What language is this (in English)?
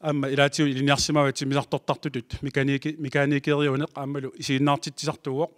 Kalaallisut